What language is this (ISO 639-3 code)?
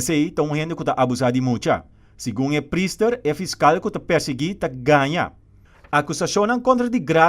pap